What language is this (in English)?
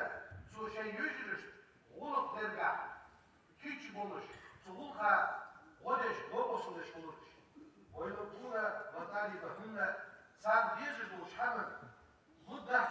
Ingush